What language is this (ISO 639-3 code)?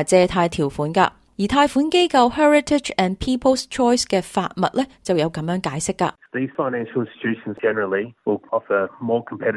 yue